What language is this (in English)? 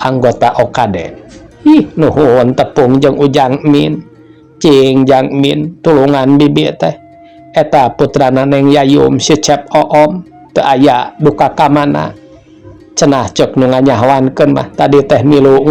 Sundanese